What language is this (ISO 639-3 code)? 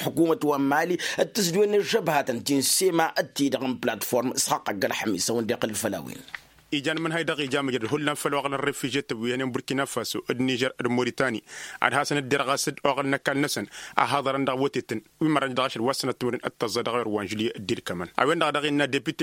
taq